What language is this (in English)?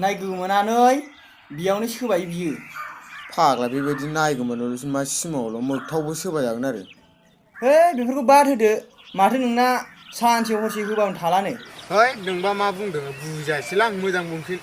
Bodo